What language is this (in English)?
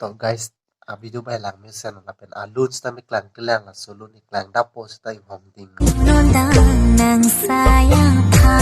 Karbi